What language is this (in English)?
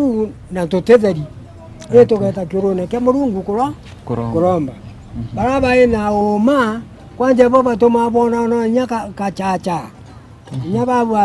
Meru